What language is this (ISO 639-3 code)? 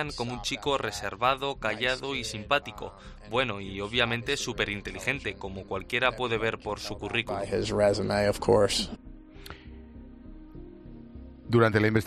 spa